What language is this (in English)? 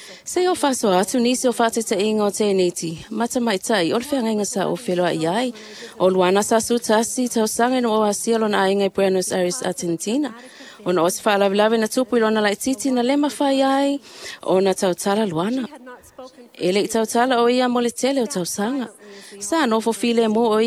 Samoan